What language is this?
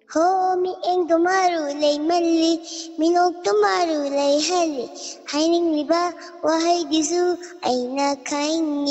Manipuri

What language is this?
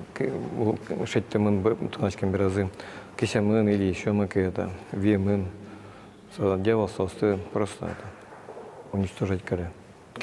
Udmurt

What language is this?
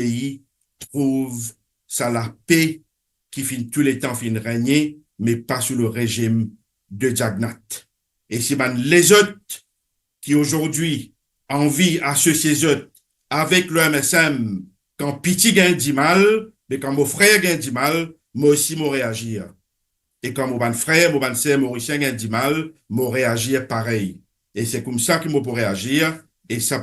Morisyen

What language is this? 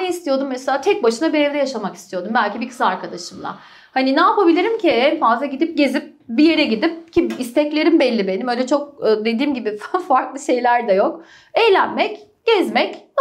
Turkish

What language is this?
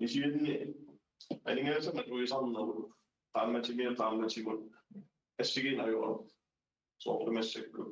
Kalaallisut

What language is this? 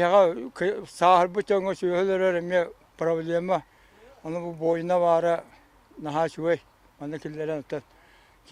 Yakut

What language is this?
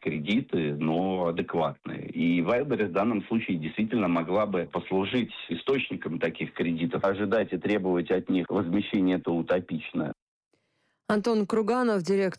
Russian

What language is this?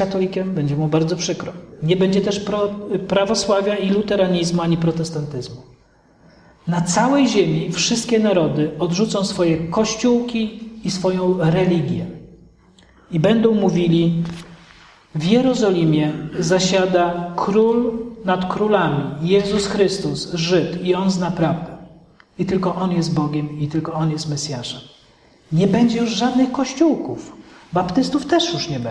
Polish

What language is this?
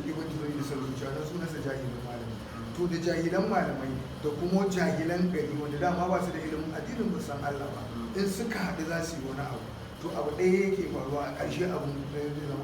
Hausa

